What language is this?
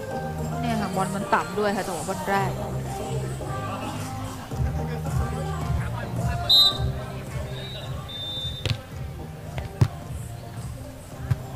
Thai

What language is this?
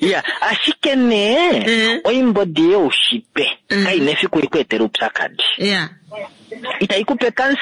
Kuanyama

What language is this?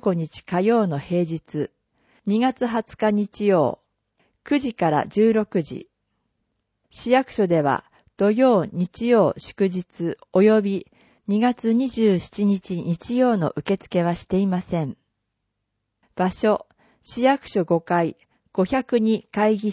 Japanese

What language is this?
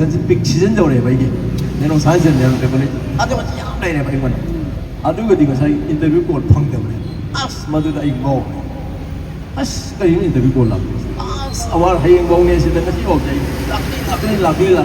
Manipuri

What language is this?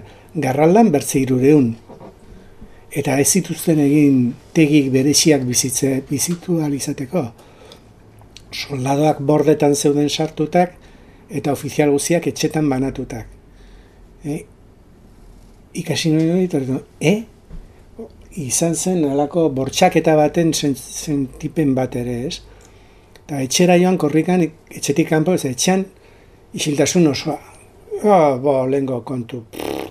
Basque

